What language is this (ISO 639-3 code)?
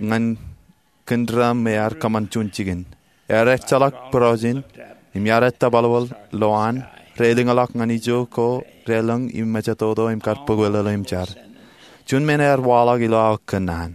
mah